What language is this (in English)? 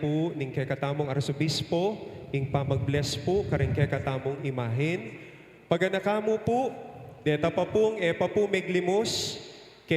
Pampanga